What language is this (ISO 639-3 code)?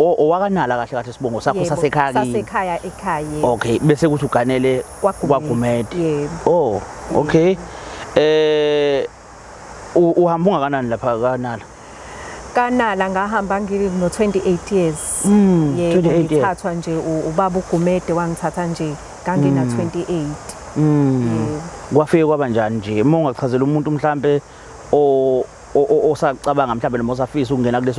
zul